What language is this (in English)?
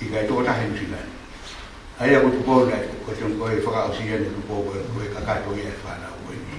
Tongan